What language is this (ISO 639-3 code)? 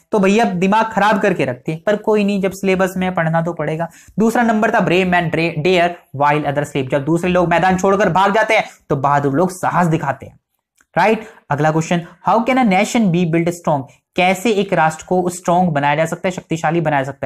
hin